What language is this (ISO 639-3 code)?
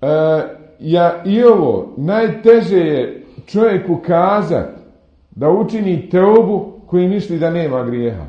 bos